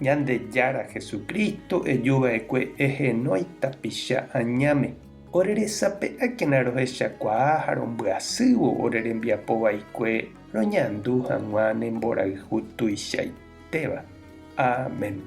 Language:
Guarani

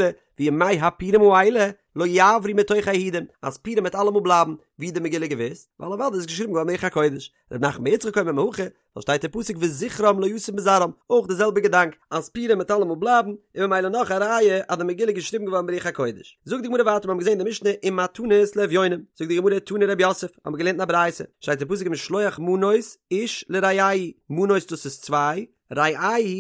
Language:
Yiddish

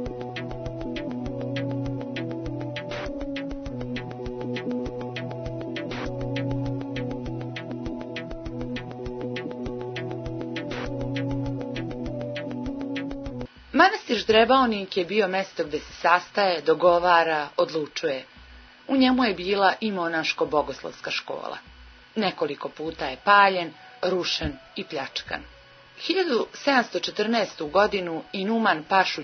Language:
Serbian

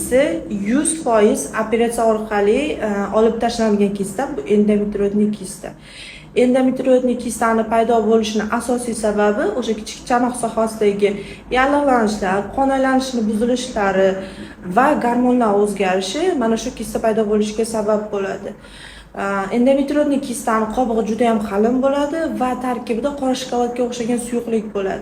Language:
Uzbek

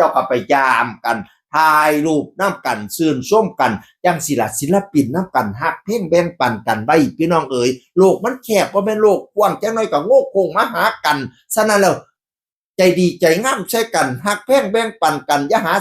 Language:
Northeastern Thai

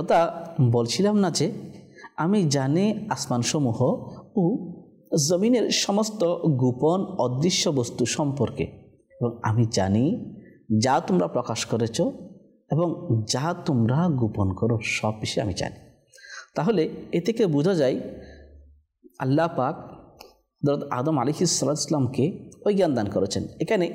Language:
Bangla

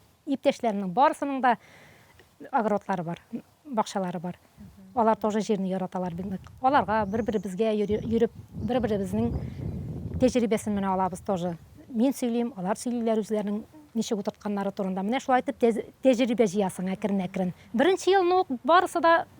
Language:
Tatar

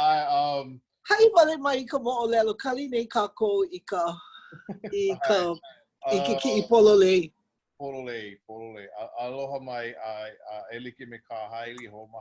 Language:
Hawaiian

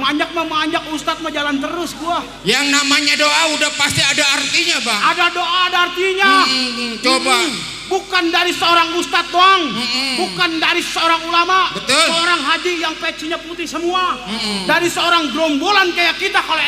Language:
Betawi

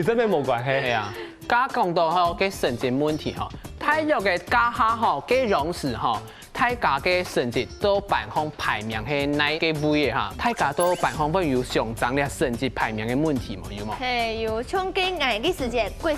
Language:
Hakka Chinese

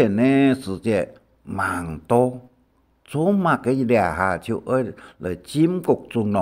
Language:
Hakka Chinese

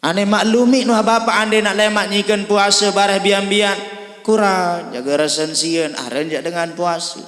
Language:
Sasak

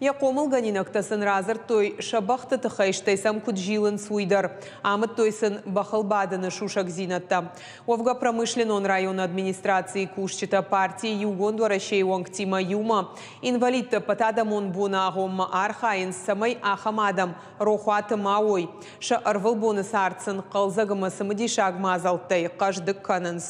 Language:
Ossetic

